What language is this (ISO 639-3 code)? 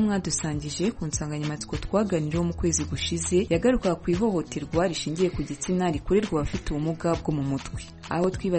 kin